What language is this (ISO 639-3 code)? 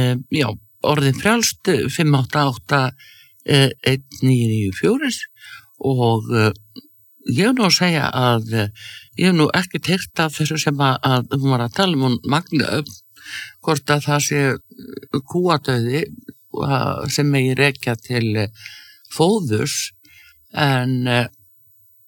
isl